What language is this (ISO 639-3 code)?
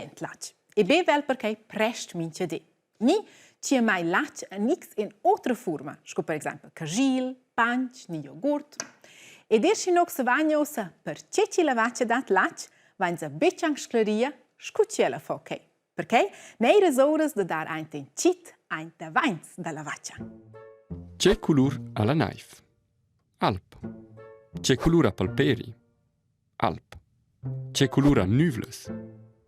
roh